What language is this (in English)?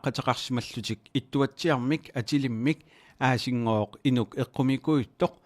Kalaallisut